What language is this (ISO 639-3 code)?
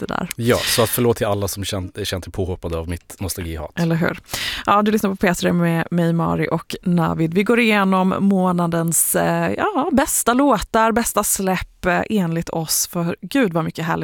swe